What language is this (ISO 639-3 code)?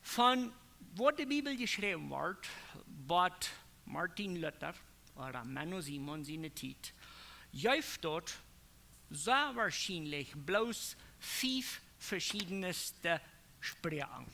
pdt